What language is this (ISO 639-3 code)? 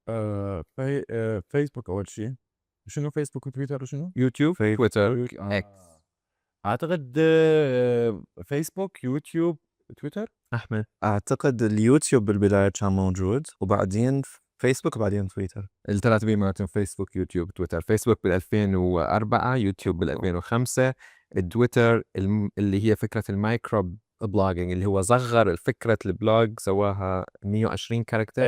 acm